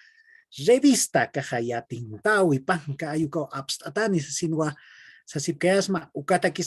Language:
Aymara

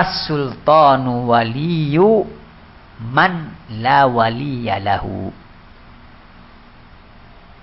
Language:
Indonesian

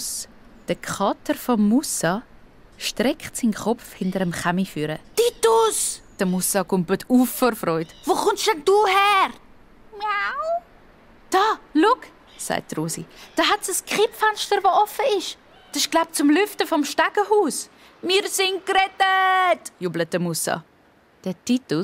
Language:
Swiss German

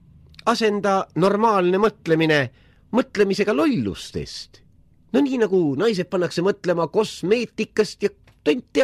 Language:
Estonian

